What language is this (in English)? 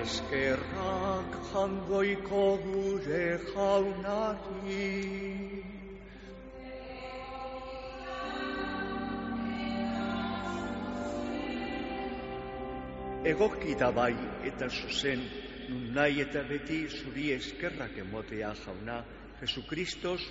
Basque